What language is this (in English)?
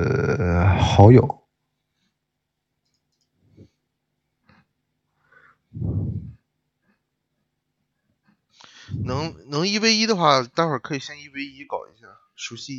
Chinese